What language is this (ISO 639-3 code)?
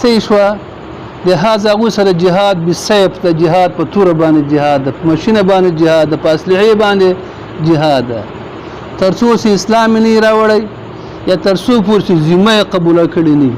pus